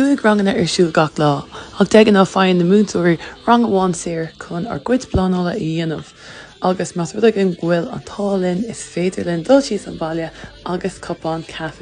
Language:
Irish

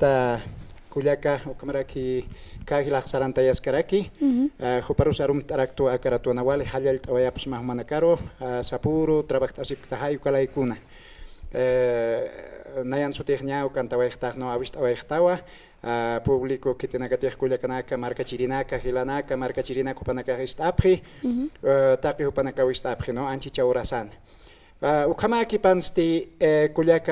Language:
Aymara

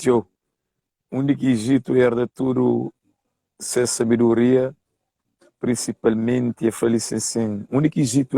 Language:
Kabuverdianu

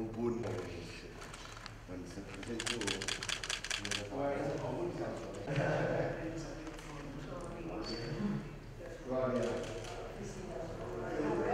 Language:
Catalan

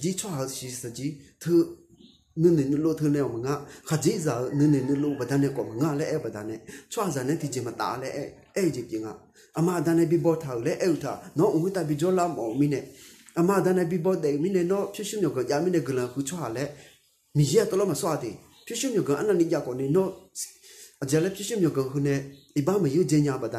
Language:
Akha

